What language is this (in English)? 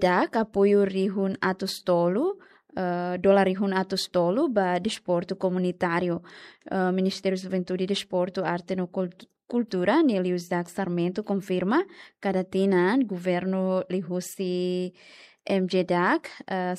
Tetum